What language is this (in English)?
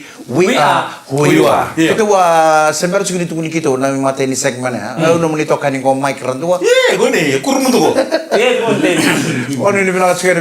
Fijian